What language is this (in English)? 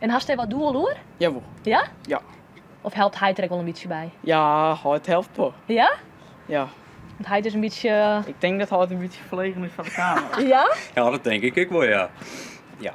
Western Frisian